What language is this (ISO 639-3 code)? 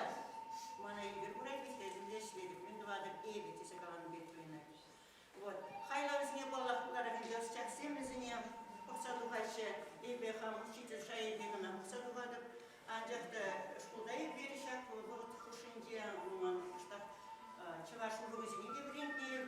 chv